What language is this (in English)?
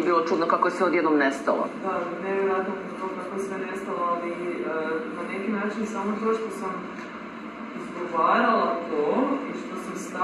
Croatian